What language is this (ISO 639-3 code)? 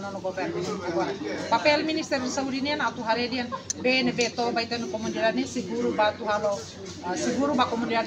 tet